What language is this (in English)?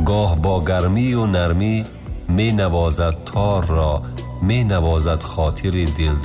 Tajik